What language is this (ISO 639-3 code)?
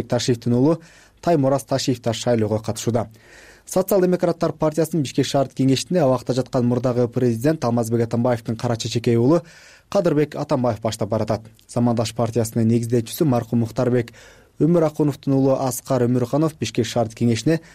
kir